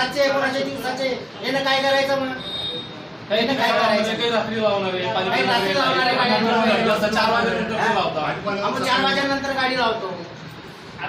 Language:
Marathi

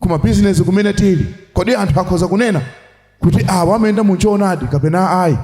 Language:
Nyanja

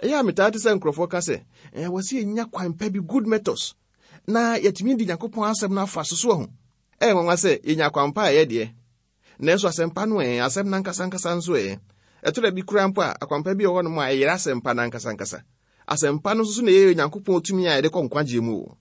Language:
Akan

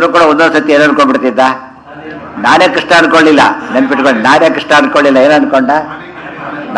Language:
Kannada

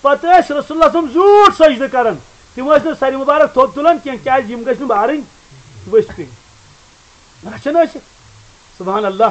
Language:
Kashmiri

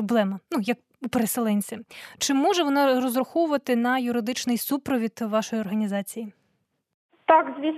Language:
Ukrainian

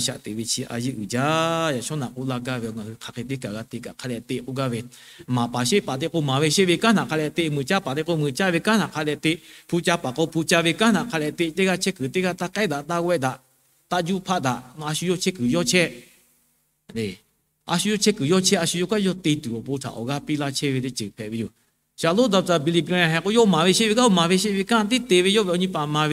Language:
Lahu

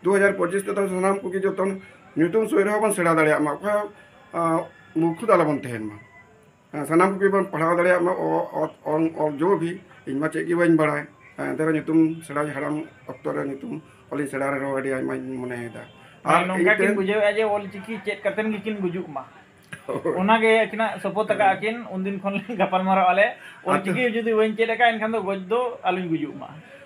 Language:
Santali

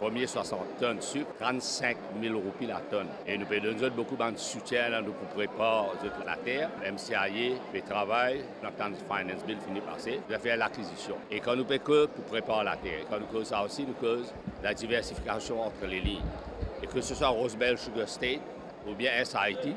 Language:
Morisyen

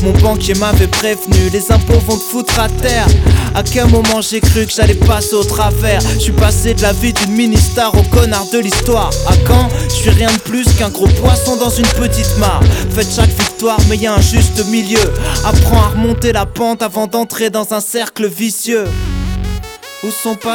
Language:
French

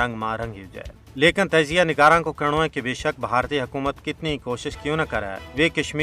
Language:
Gujari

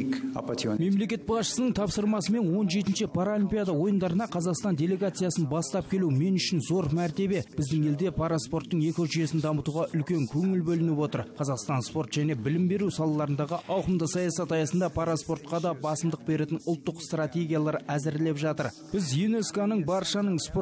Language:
Kazakh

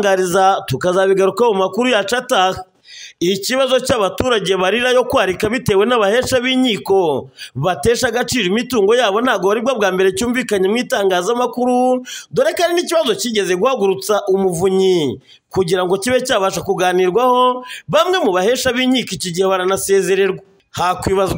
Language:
Kinyarwanda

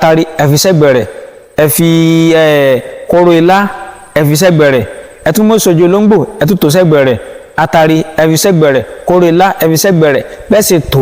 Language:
Yoruba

